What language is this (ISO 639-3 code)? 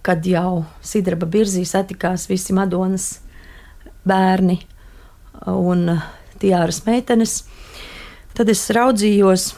lav